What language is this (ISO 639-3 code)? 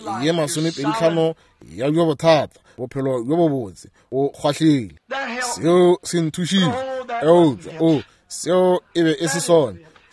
nso